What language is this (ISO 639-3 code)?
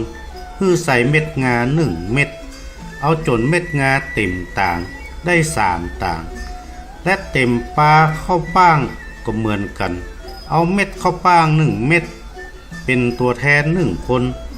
nod